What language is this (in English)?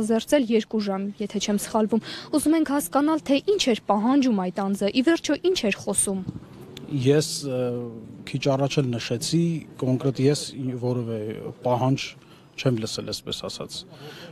Armenian